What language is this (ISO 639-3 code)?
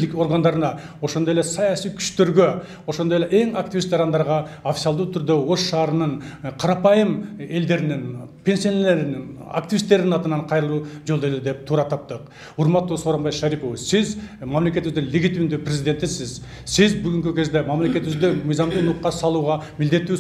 kir